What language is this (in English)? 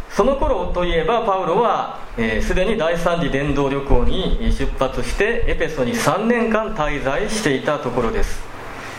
Japanese